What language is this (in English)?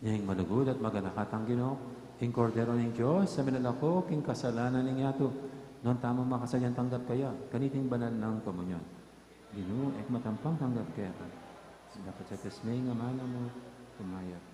Pampanga